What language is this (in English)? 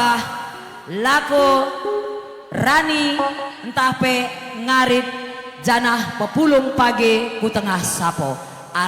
Batak Karo